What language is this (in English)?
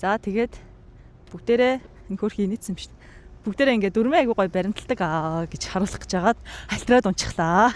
Mongolian